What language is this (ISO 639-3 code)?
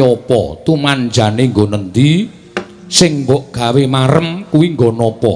jav